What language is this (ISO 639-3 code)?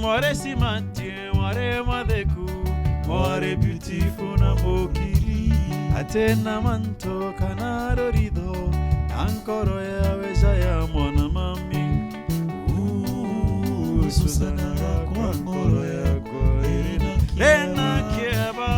mer